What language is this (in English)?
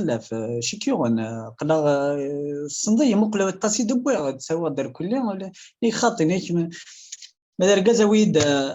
Kabyle